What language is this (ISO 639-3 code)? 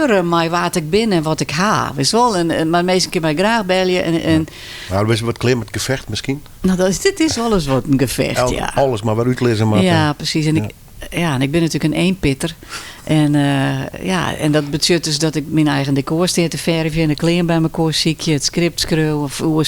fry